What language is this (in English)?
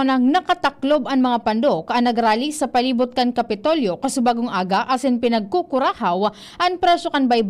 Bikol